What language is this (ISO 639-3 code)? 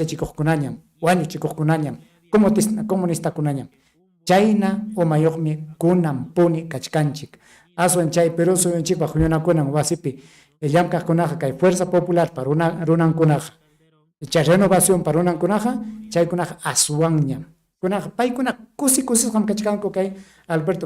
quy